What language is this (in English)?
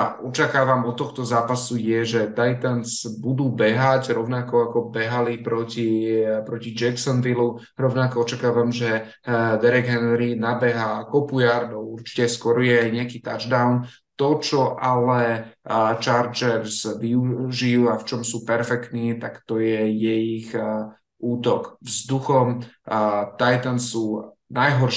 Slovak